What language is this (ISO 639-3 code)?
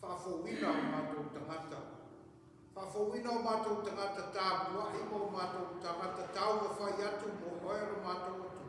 smo